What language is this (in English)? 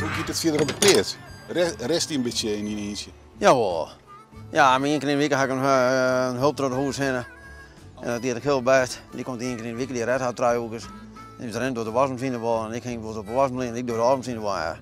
Western Frisian